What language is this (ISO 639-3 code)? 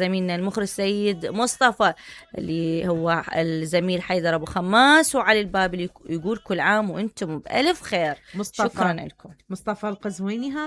acm